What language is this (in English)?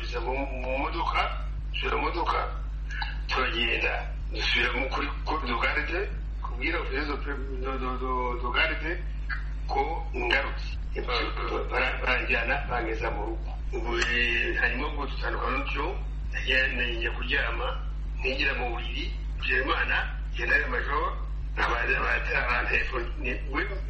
Kinyarwanda